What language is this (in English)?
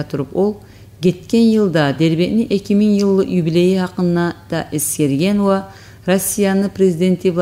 Kumyk